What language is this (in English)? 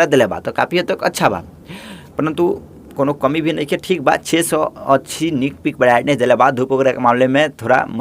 Bhojpuri